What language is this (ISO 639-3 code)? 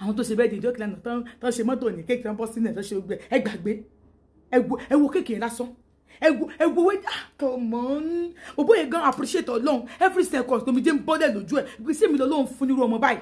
yor